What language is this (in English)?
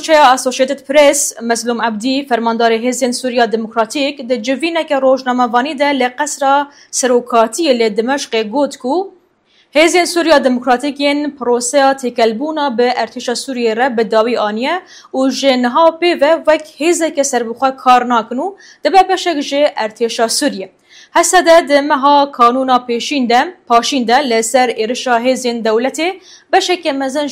Kurdish